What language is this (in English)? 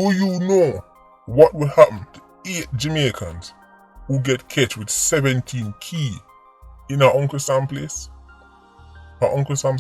Jamaican Creole English